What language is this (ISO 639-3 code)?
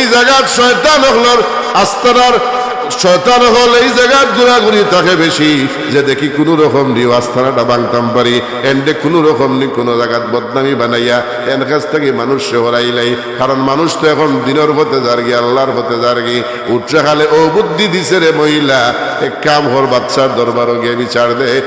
syl